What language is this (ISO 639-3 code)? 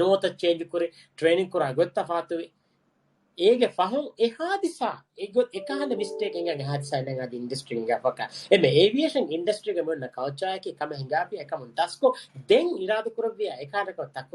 div